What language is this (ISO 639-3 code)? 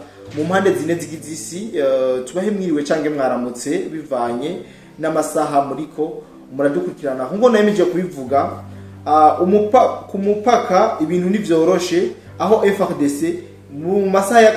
run